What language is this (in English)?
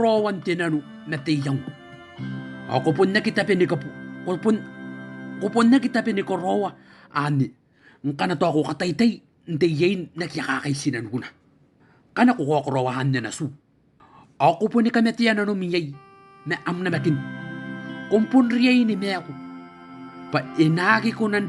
Gilbertese